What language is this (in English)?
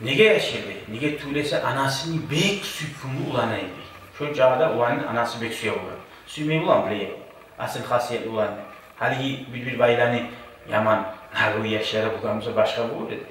Kumyk